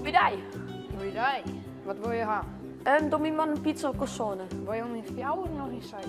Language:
Western Frisian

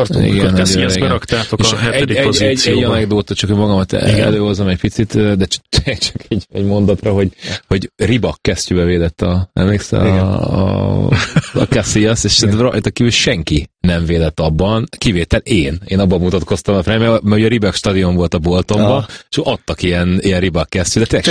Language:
Hungarian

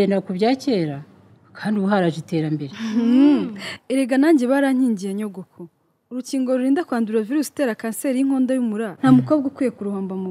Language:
Kinyarwanda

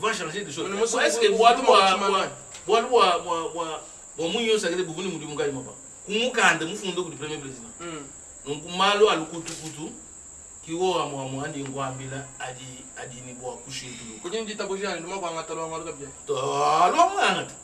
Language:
Luba-Lulua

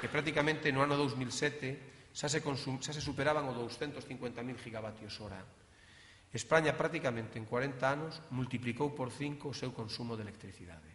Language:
Galician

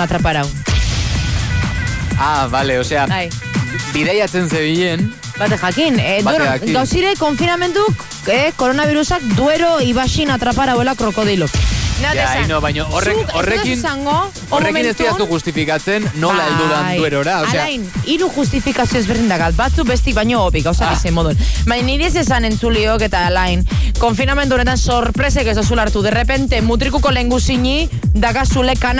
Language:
Basque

